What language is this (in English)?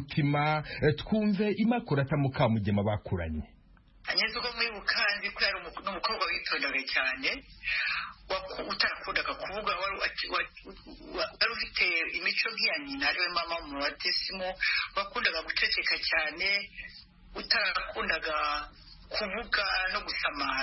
Kinyarwanda